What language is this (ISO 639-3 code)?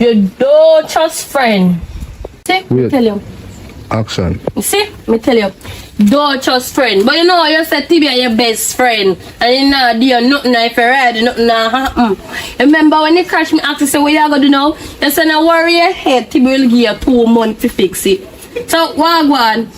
jam